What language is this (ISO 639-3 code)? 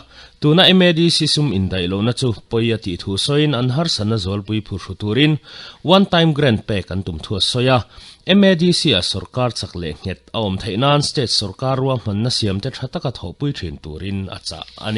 lus